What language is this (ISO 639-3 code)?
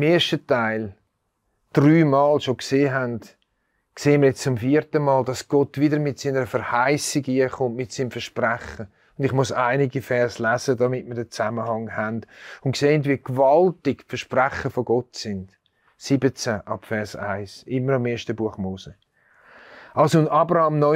gsw